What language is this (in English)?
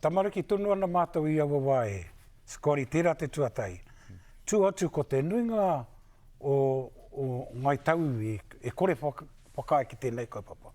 Māori